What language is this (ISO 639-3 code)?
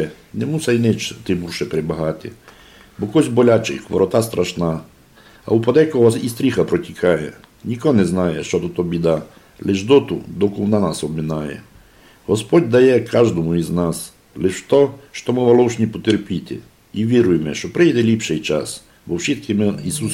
rue